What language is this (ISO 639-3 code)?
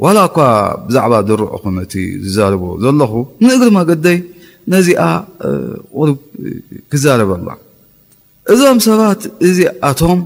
tir